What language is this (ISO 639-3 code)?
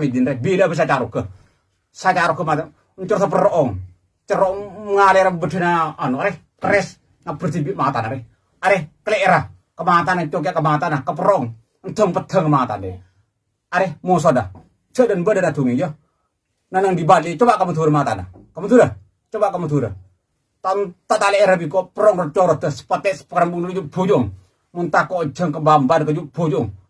mad